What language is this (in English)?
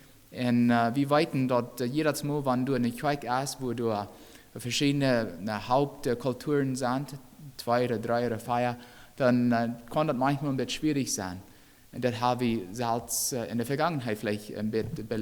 Plautdietsch